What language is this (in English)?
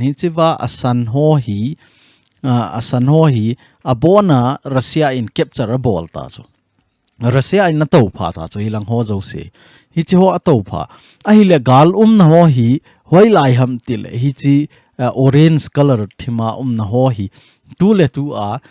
Thado Chin